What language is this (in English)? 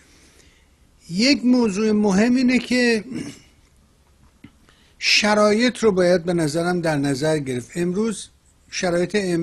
Persian